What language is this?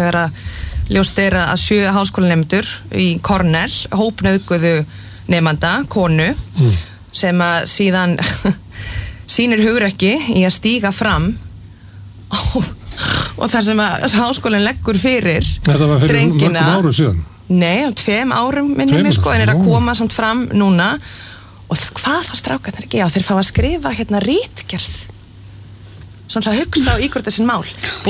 Icelandic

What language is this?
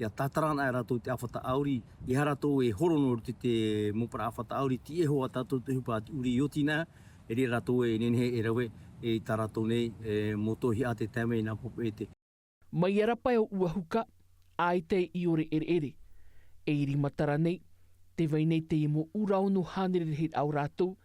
Tahitian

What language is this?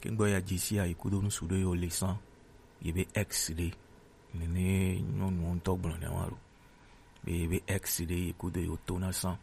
Gen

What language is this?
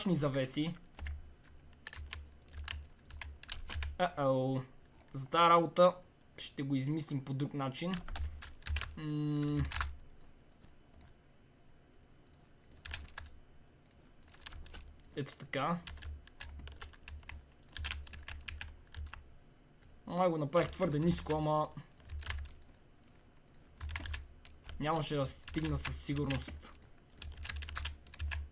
Bulgarian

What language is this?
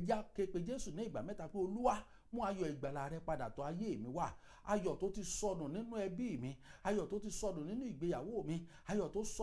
Yoruba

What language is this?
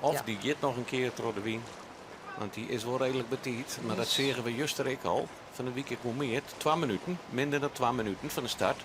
Western Frisian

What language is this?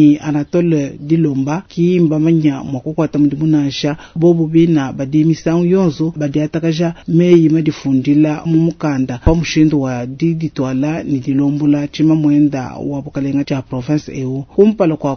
Luba-Lulua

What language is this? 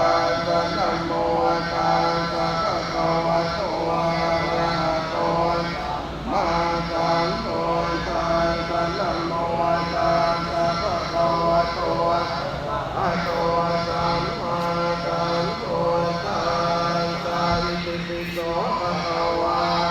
Pali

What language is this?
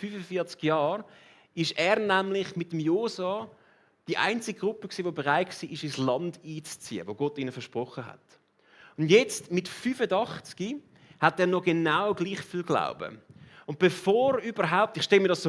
Swiss German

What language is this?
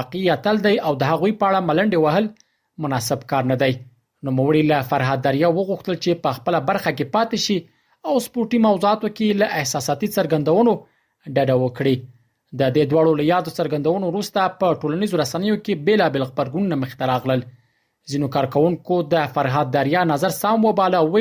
Pashto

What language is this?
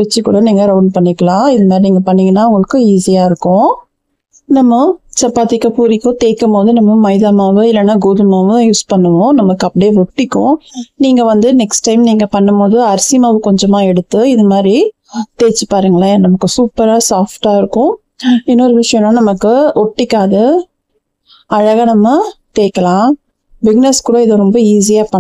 Tamil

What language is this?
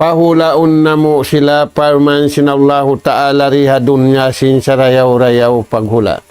Tausug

